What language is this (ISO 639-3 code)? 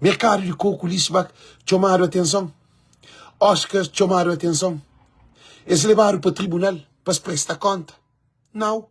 kea